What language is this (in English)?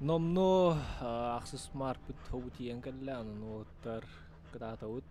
Yakut